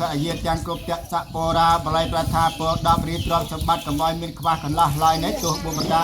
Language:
Khmer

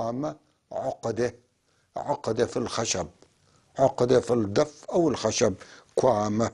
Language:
North Levantine Arabic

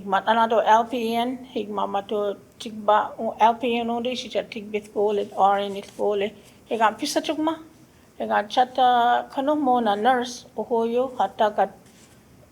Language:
Choctaw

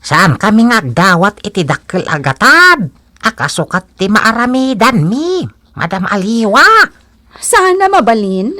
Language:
Iloko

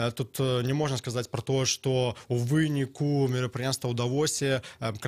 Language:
Belarusian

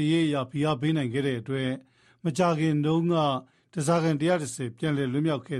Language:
Burmese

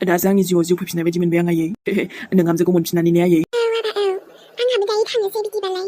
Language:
Bodo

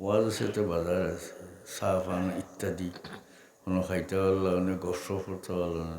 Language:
Sylheti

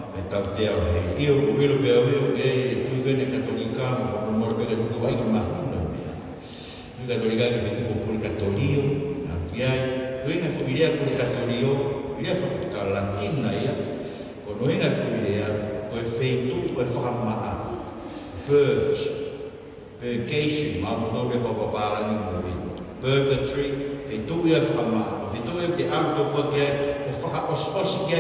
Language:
Tongan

